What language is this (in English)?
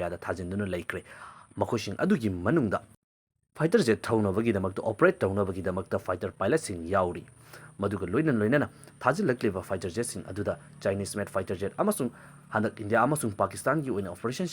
Manipuri